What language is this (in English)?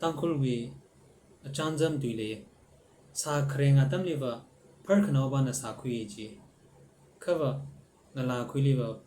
Tangkhul Naga (India)